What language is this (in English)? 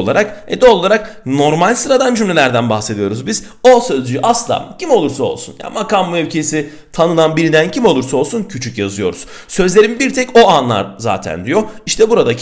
Turkish